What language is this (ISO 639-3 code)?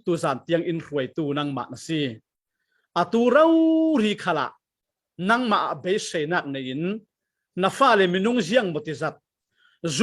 cfm